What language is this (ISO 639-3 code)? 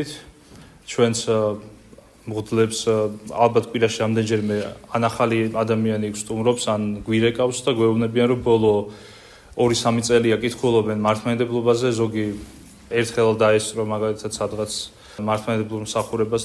kat